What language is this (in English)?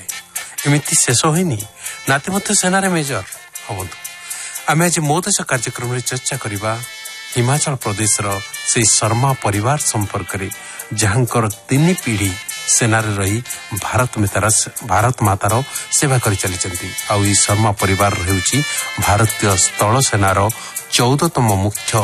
Odia